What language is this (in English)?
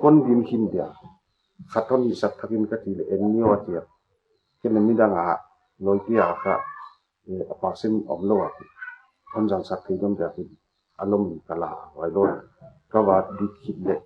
Paite Chin